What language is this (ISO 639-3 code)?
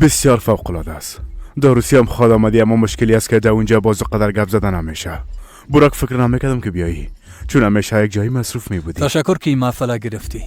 fas